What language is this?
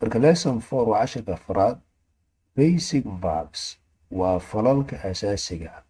Somali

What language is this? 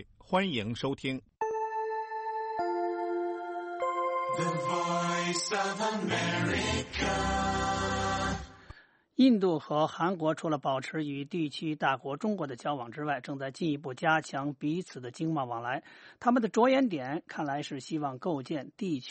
Chinese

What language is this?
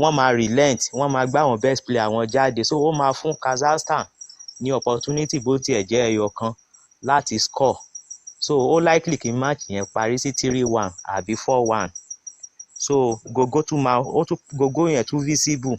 Yoruba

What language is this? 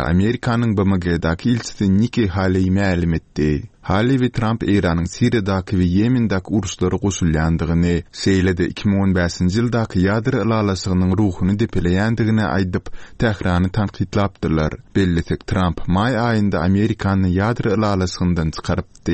Turkmen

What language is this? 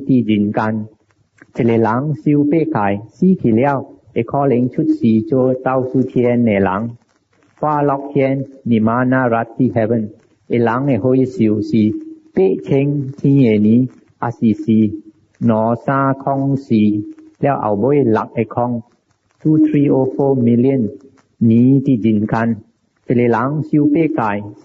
Min Nan Chinese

